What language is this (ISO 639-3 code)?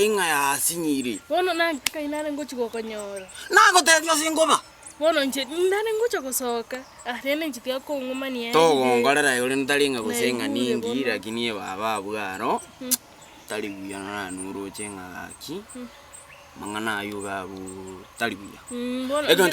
guz